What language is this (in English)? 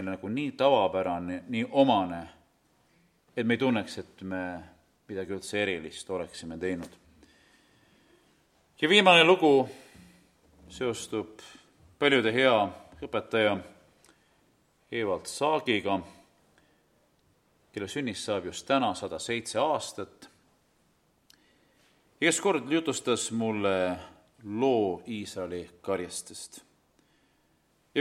Estonian